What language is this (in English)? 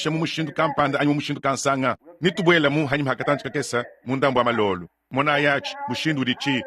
Luba-Lulua